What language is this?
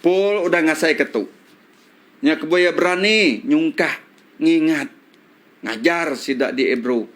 Iban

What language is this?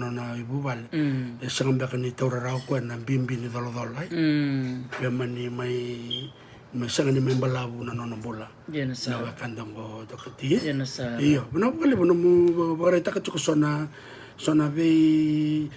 Fijian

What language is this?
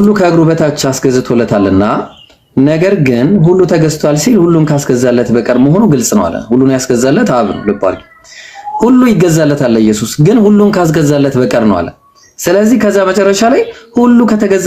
Amharic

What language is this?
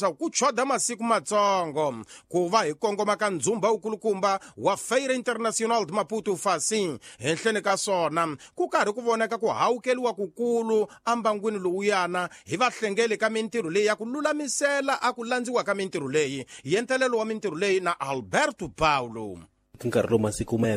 Tsonga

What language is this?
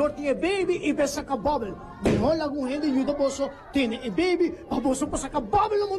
Papiamento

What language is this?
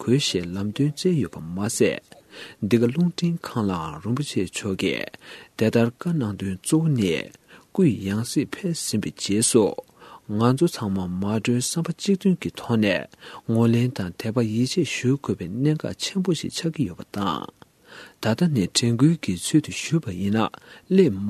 Tibetan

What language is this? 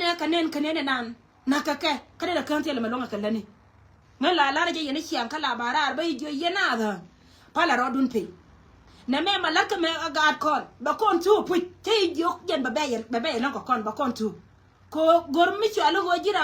Nuer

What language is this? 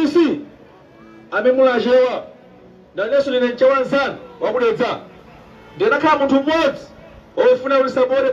Nyanja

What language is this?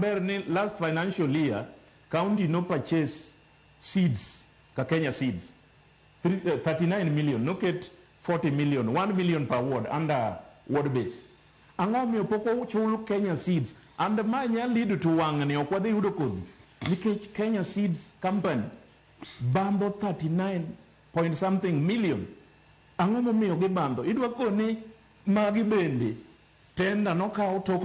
Luo (Kenya and Tanzania)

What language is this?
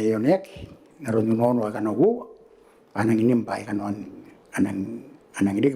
Gilbertese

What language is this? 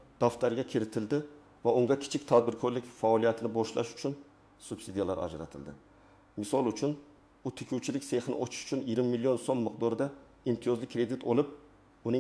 Uzbek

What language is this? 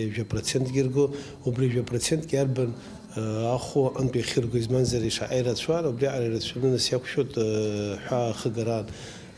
Abkhazian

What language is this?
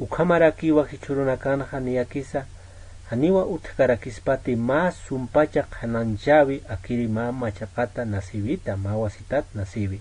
Aymara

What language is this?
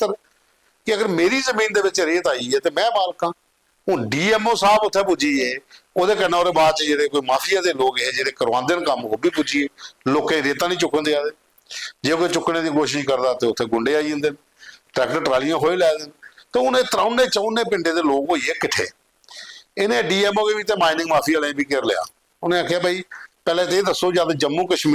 Dogri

